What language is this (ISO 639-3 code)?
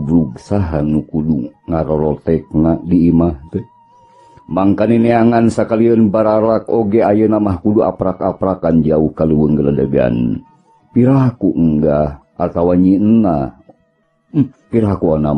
sun